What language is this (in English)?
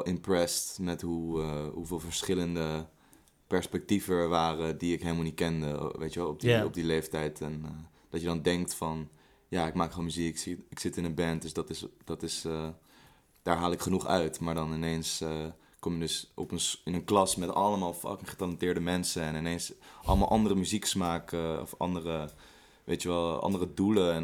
Dutch